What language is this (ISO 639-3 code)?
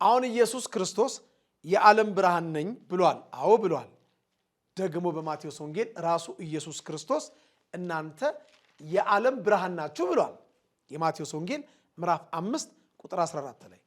amh